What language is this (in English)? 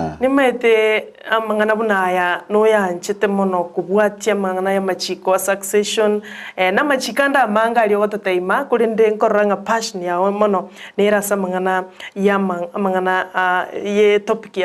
Gusii